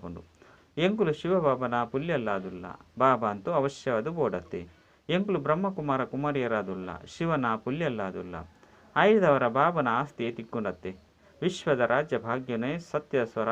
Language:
Tulu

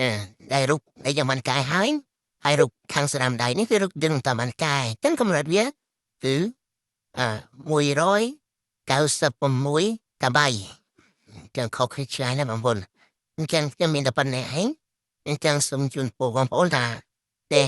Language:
Khmer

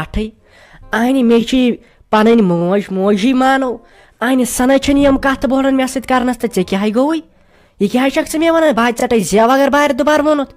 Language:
Kashmiri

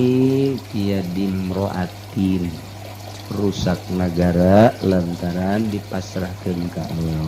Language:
Sundanese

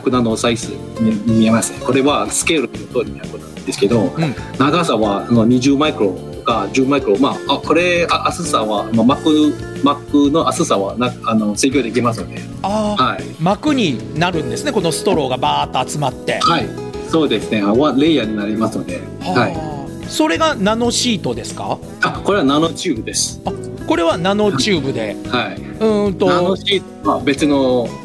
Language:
Japanese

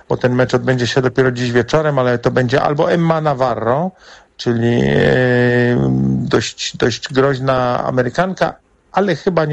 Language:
Polish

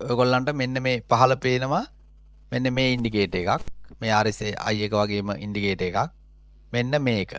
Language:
Sinhala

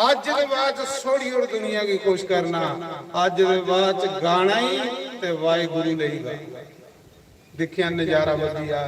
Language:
Dogri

